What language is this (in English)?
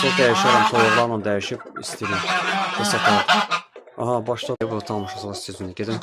Azerbaijani